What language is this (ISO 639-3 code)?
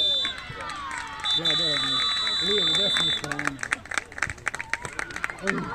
hrv